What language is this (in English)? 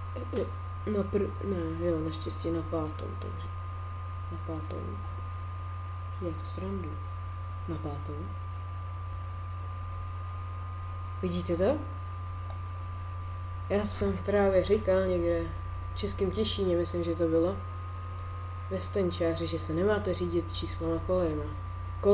Czech